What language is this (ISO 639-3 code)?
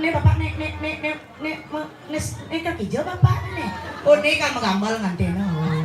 ban